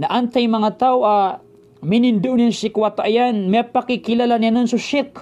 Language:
Maranao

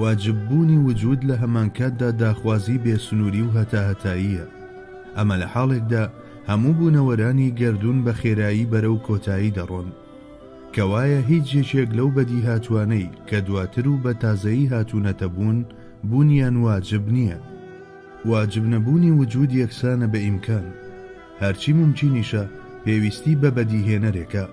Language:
Central Kurdish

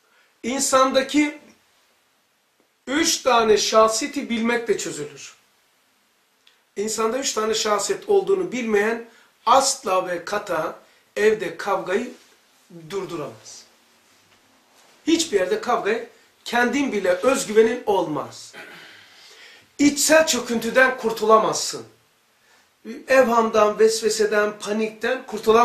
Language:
Turkish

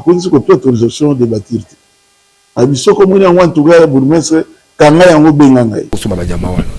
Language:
Lingala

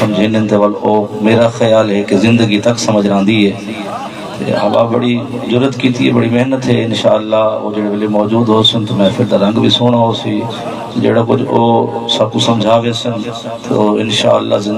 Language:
Saraiki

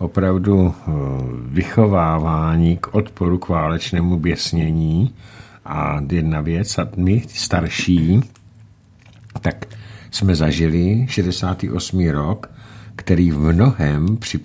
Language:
Czech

